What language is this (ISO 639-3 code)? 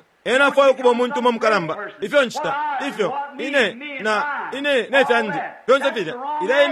bem